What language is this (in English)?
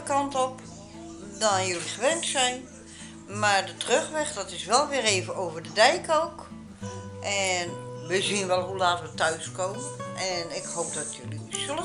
Dutch